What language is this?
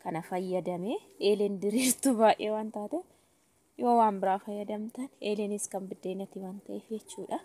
Oromo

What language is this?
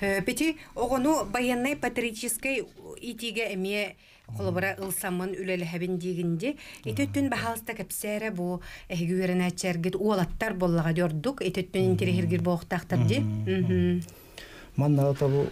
Yakut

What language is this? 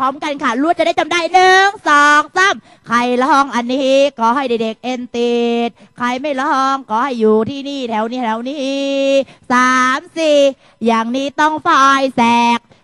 Thai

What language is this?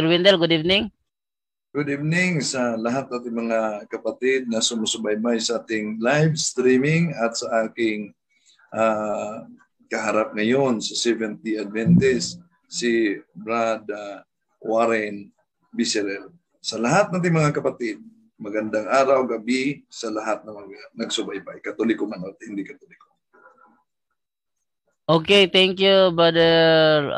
Filipino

